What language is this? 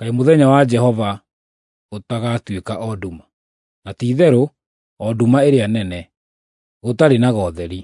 Kikuyu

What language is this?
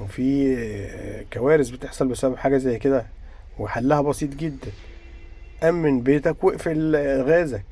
Egyptian Arabic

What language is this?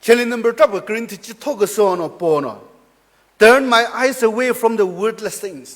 Chokri Naga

